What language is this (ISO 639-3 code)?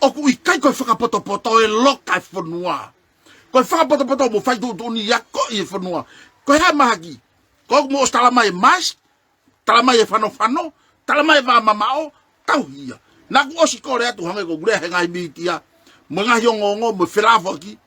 ton